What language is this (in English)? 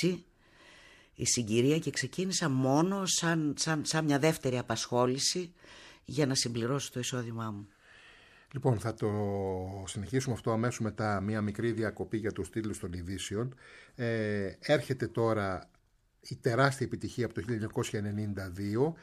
Greek